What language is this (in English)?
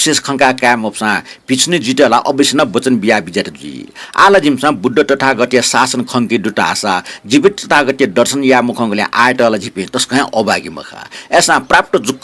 Newari